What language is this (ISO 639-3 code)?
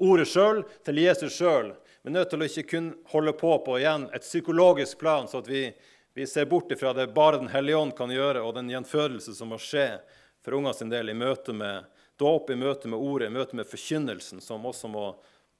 nor